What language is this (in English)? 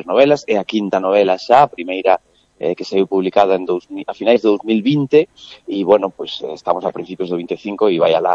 Galician